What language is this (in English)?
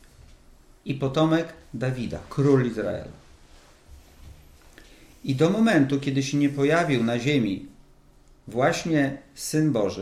Polish